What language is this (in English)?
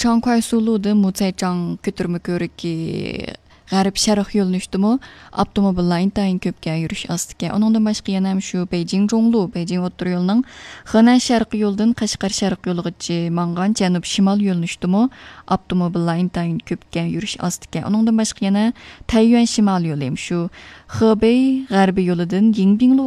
Uyghur